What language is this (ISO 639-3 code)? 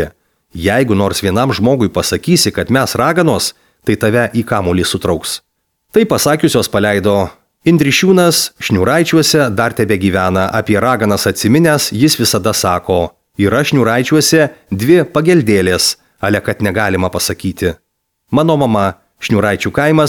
lit